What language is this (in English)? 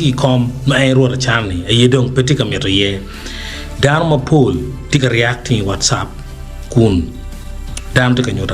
Acoli